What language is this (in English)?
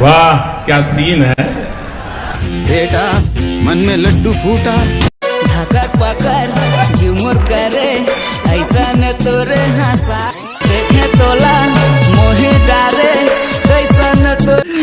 Chhattisgarhi